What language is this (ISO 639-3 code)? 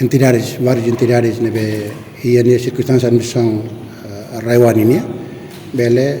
tet